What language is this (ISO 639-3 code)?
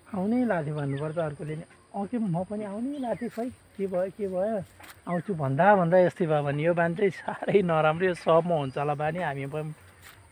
nep